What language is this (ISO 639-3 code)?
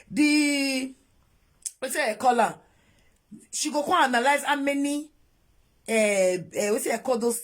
pcm